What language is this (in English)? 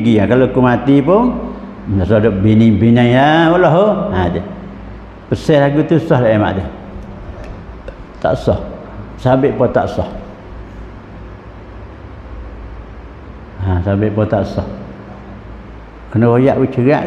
Pattani Malay